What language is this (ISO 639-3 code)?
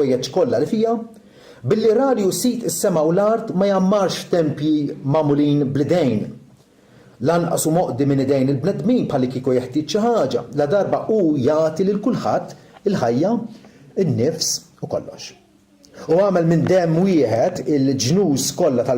mlt